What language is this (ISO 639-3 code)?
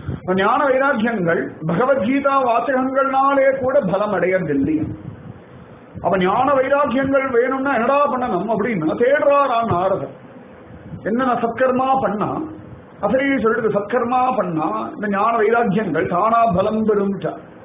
tam